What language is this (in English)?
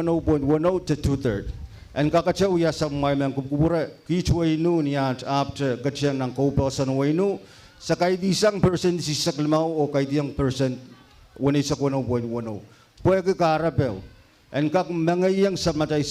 Pohnpeian